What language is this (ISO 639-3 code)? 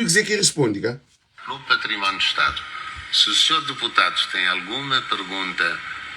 kea